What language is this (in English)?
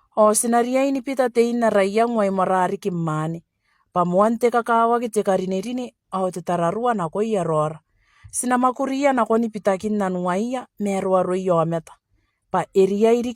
Gilbertese